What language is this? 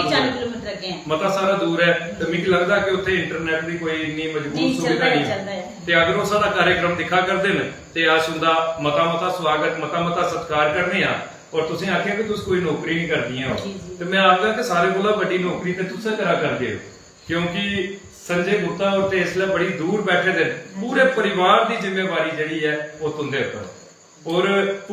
Dogri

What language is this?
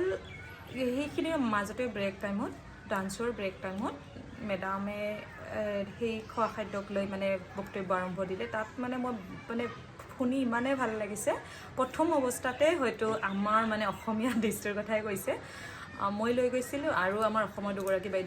Assamese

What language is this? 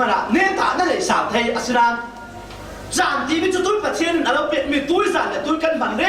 Falam Chin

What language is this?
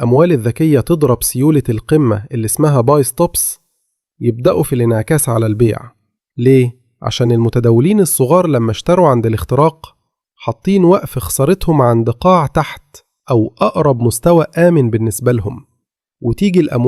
Egyptian Arabic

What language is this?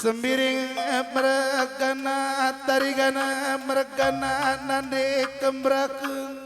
Batak Karo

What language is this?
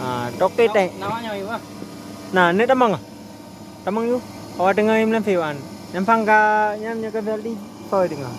Achinese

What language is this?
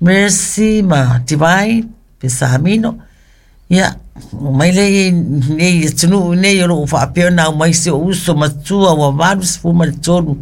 Samoan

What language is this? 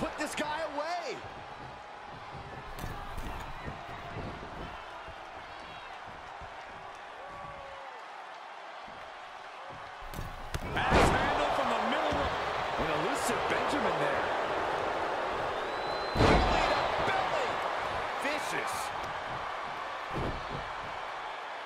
English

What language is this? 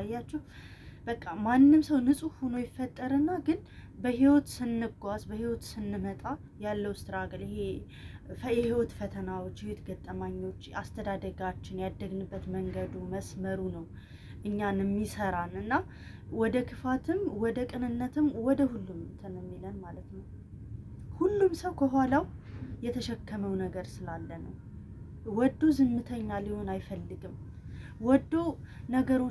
Amharic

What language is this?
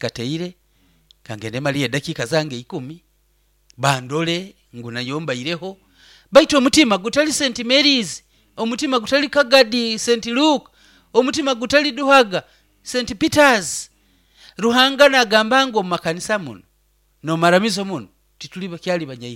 Nyoro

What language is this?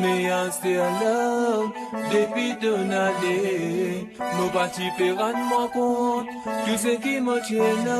Morisyen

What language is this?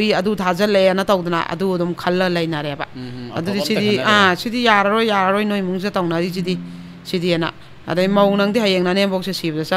Manipuri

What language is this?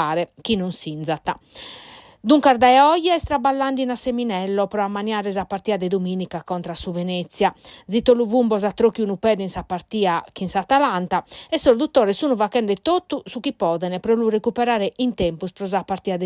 Sardinian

